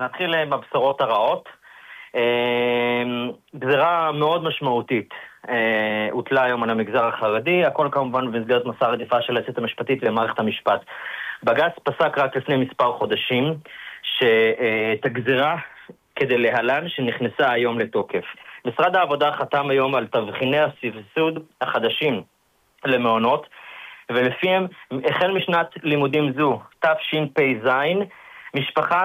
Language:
Hebrew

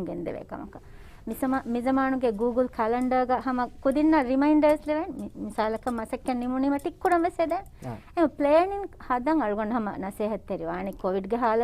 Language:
Divehi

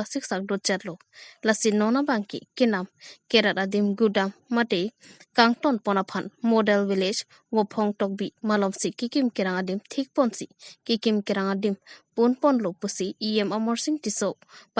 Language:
Karbi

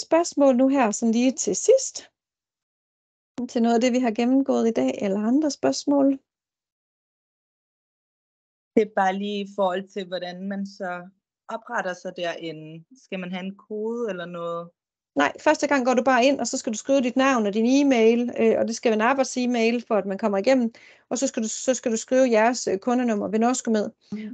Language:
Danish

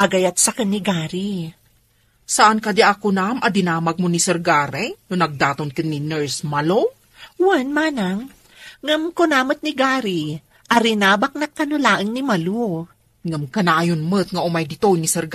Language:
Iloko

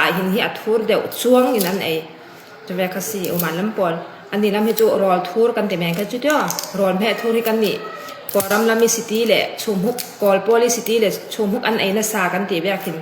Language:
Falam Chin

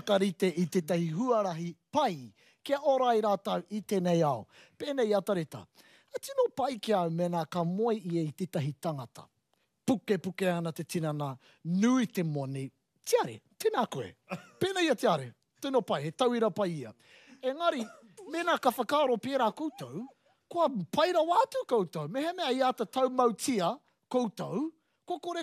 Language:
Māori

